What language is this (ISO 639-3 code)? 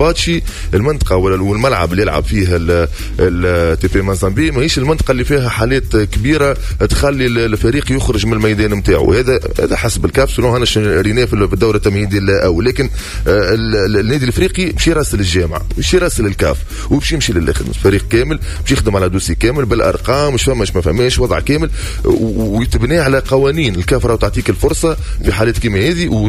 aeb